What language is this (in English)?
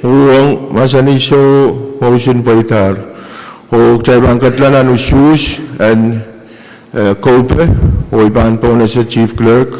Pohnpeian